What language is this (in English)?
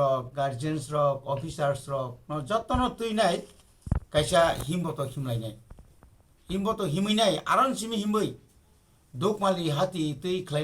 Kok Borok